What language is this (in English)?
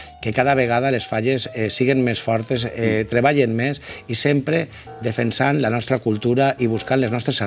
Catalan